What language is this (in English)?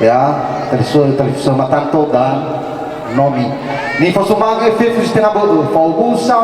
Nias